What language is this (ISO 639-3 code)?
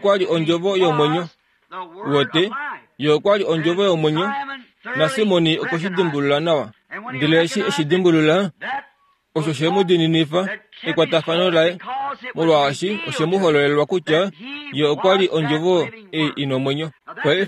kua